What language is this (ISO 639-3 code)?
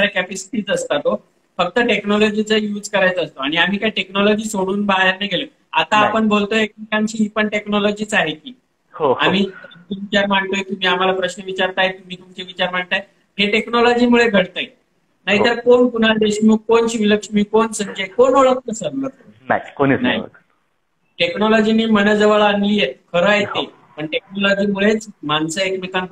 mar